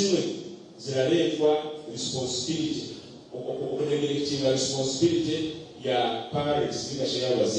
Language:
Nyankole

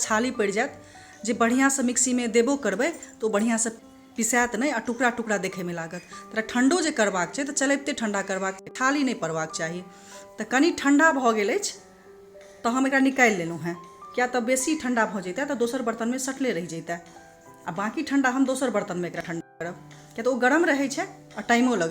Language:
Maithili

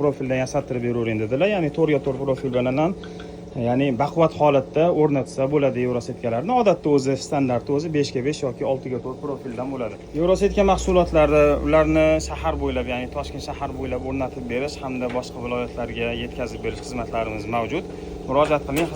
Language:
Uzbek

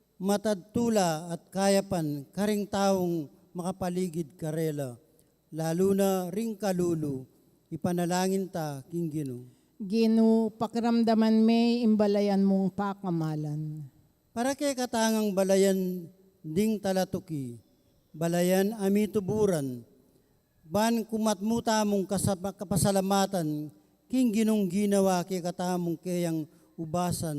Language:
Pampanga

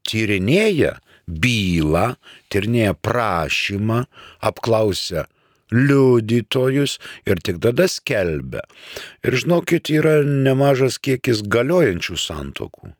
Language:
Lithuanian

